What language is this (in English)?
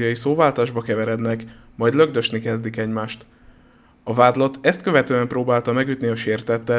Hungarian